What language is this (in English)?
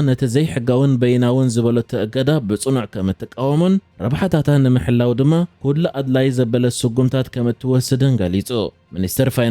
Tigrinya